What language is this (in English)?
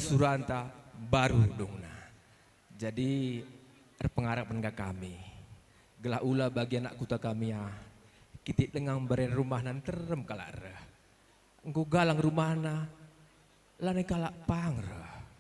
Batak Karo